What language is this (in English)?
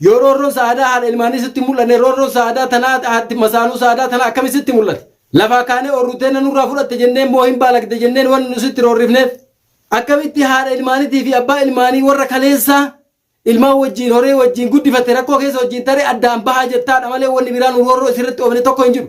Oromo